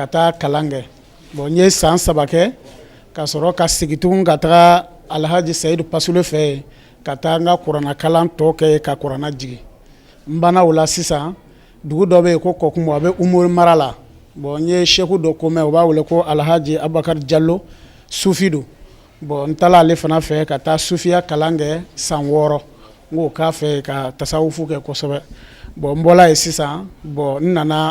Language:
Bambara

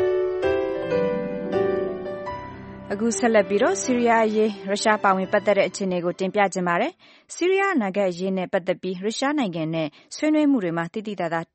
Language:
Burmese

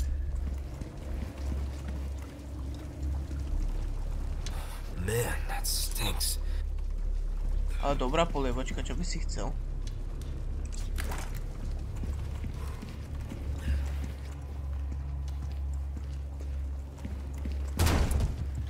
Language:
Slovak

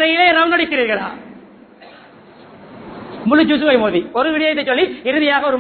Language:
Tamil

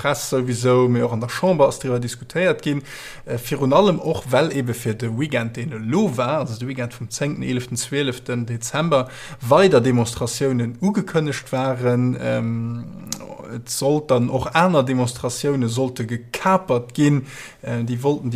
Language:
Luxembourgish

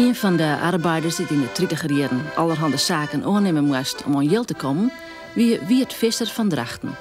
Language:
Western Frisian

